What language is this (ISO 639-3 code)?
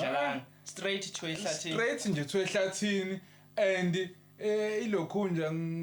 zul